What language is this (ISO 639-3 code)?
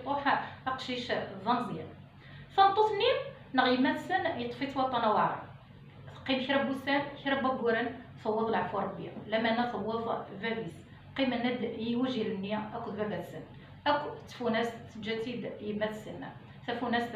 kab